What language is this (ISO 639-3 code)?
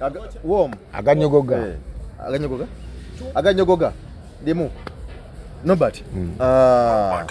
lug